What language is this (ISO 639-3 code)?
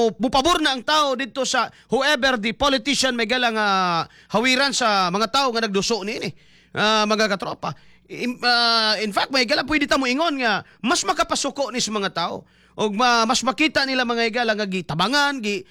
ceb